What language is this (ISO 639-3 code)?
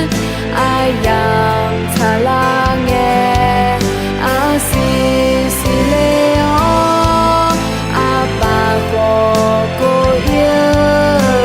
ahk